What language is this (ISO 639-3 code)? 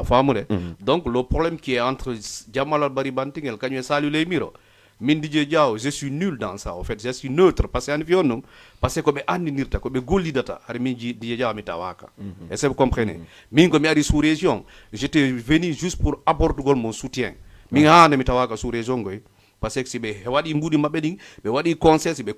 ful